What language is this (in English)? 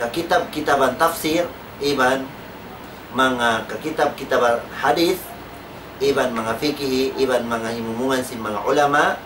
Tausug